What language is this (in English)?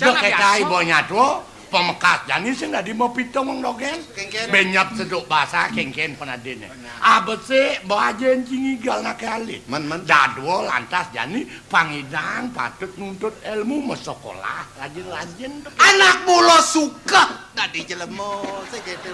Balinese